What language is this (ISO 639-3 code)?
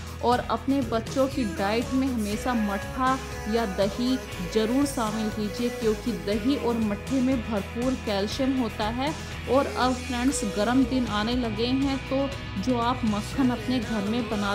hin